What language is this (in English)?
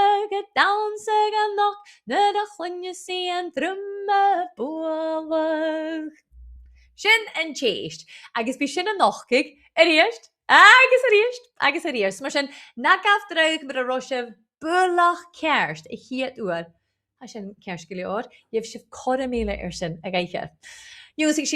Scottish Gaelic